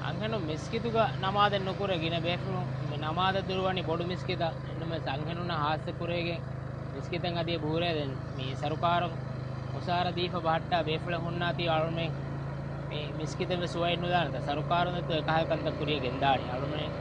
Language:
Divehi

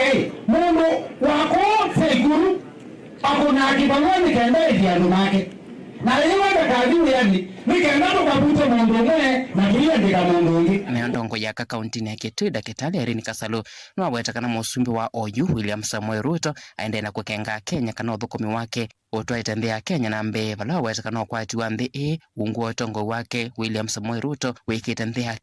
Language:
Kamba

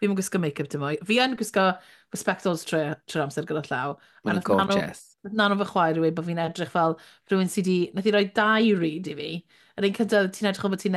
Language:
Welsh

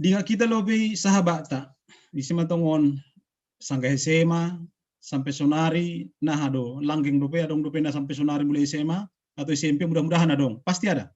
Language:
Batak Simalungun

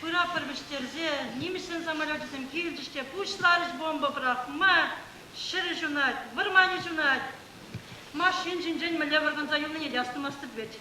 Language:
Chuvash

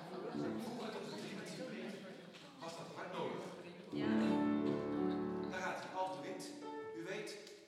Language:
Dutch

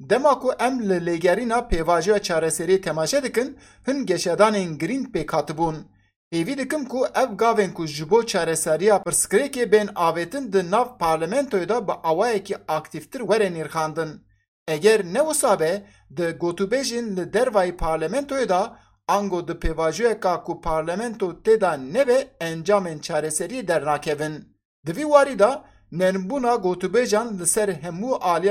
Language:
Kurdish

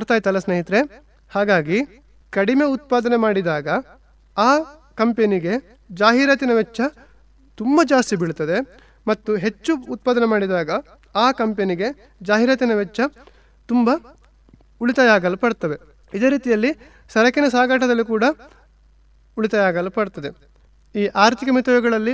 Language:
Kannada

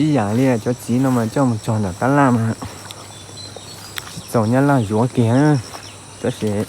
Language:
Hmong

